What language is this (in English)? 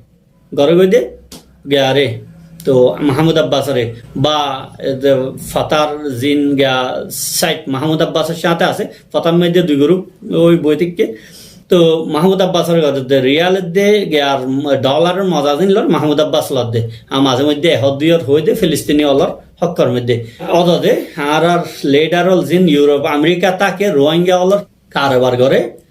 Rohingya